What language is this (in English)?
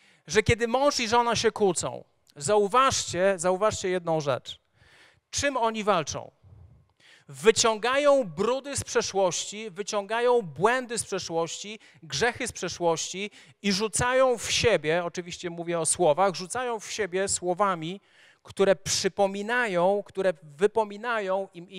Polish